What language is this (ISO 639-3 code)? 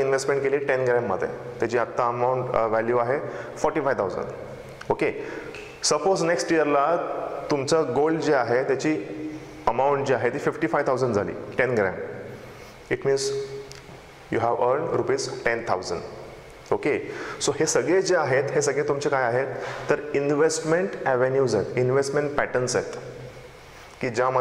mar